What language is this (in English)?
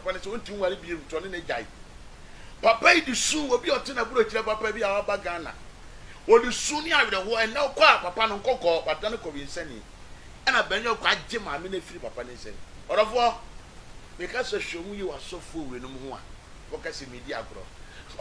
Akan